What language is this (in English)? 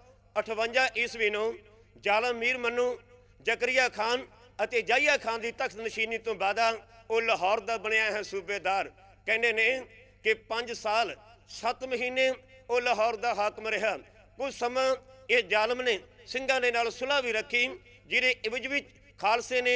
Punjabi